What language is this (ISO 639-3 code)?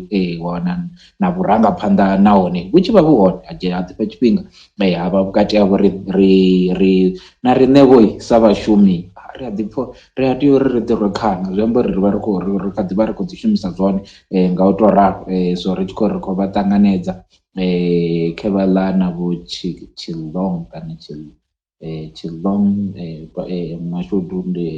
ven